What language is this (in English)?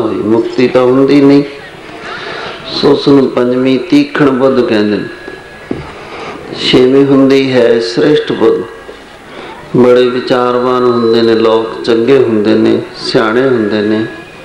Punjabi